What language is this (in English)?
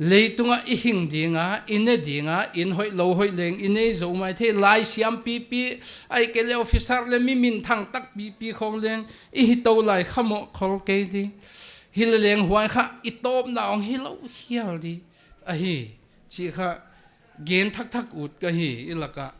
Paite Chin